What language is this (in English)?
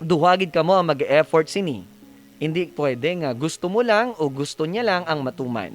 Hiligaynon